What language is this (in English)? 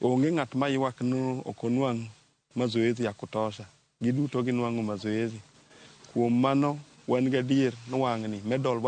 Luo (Kenya and Tanzania)